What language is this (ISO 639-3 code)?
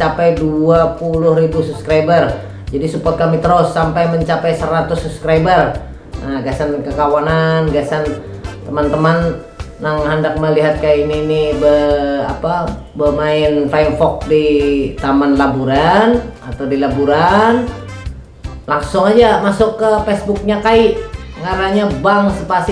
bjn